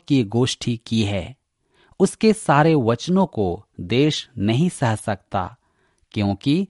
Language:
Hindi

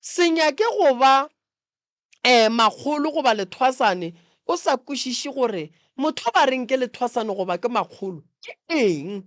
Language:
Northern Sotho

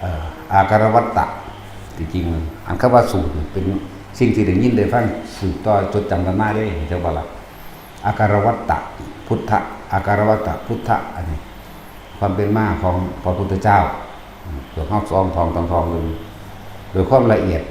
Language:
Northeastern Thai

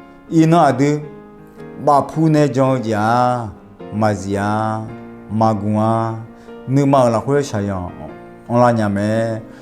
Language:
Akha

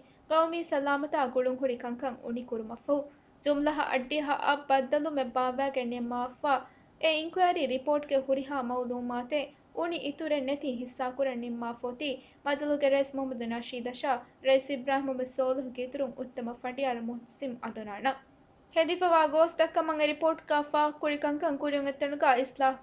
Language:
Divehi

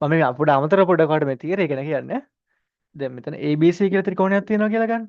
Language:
Sinhala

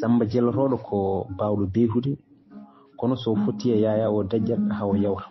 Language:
Fula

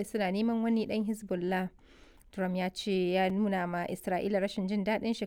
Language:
Hausa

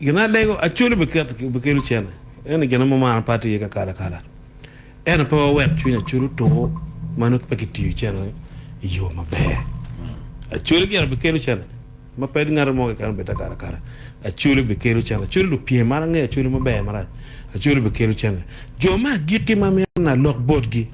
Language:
Acoli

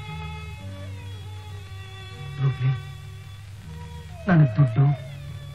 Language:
Kannada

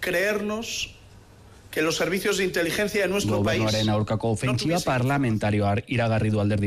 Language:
Basque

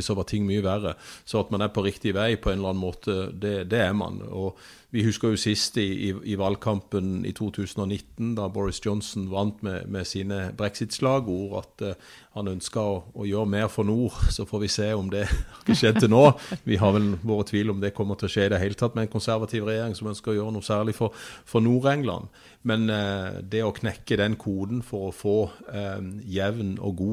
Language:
Norwegian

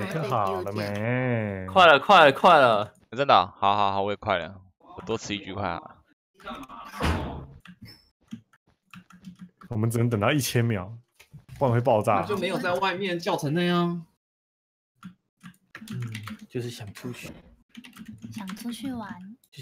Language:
Chinese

